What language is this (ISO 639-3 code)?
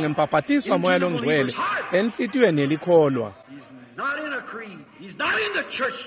ssw